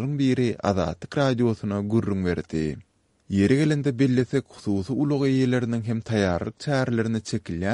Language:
Turkmen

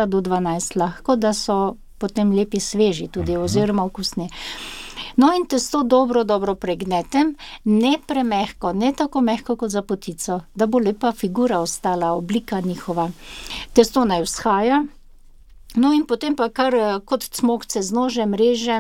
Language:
Slovenian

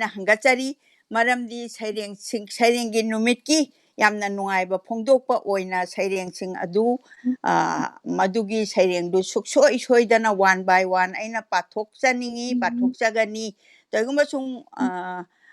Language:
Manipuri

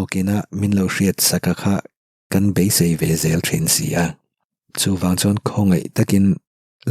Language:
Mizo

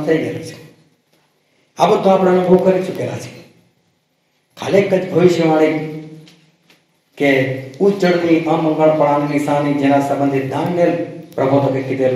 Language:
Gujarati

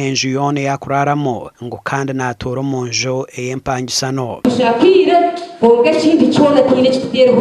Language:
Nyankole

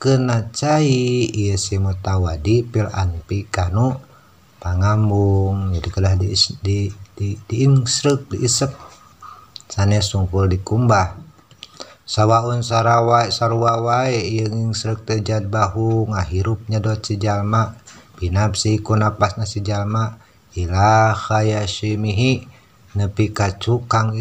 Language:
Sundanese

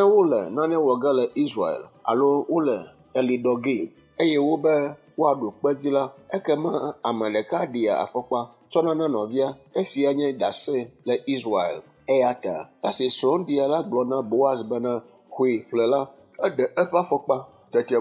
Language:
Ewe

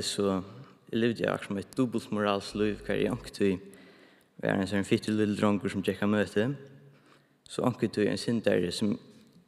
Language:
Faroese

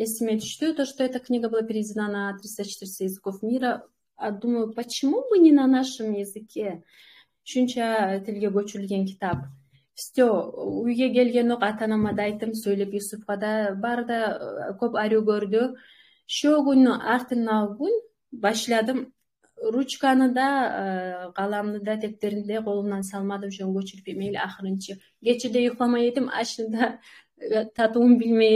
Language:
Kumyk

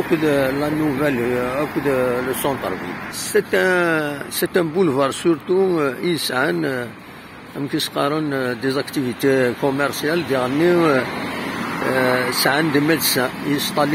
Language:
Kabyle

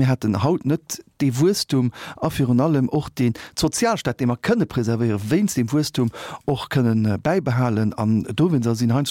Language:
Luxembourgish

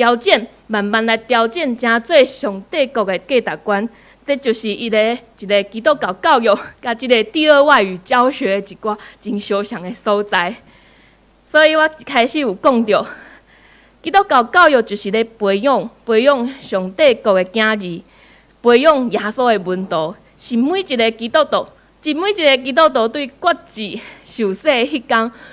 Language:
Min Nan Chinese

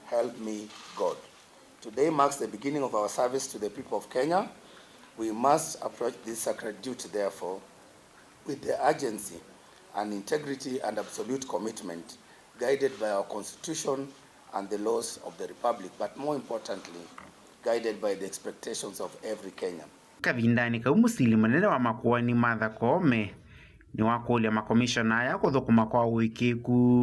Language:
Kamba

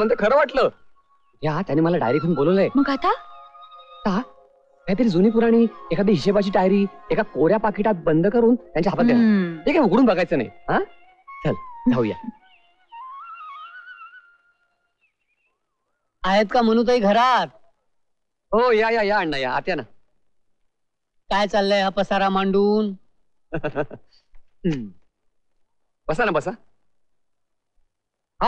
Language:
Marathi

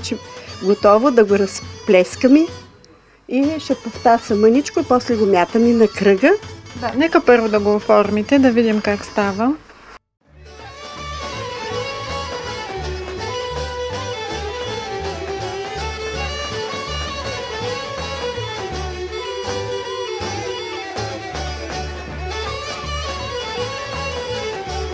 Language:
Bulgarian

